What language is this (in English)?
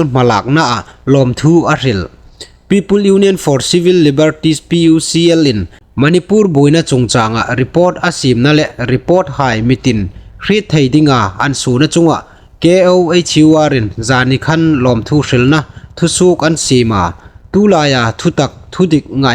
Hmar